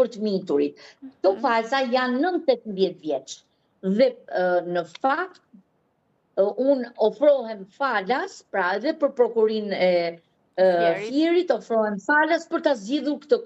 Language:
Albanian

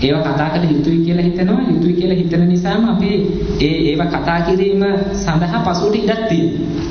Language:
Sinhala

